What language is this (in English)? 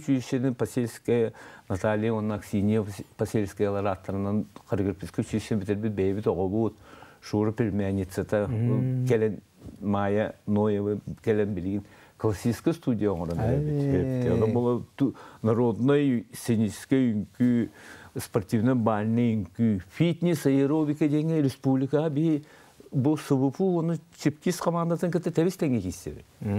Yakut